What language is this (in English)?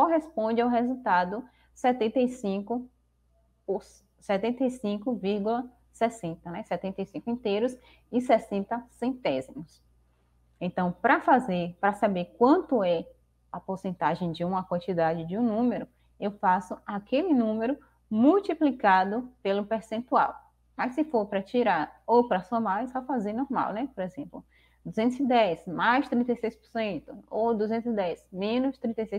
Portuguese